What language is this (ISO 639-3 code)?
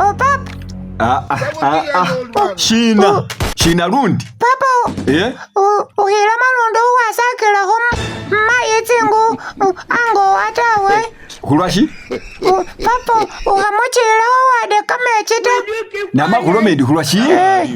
myx